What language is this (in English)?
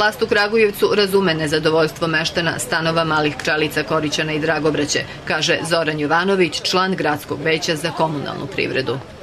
Serbian